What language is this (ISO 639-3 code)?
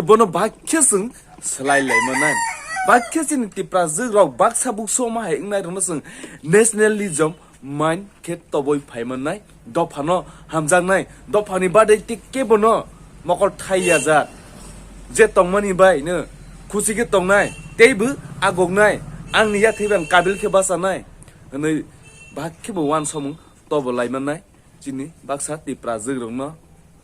trp